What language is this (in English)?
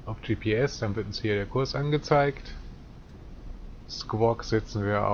German